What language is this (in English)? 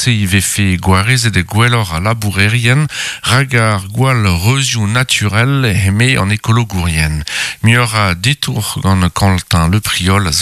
Breton